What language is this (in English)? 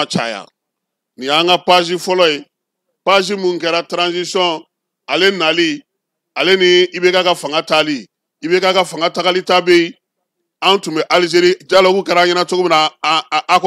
Bambara